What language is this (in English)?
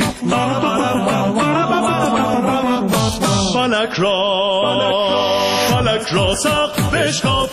Persian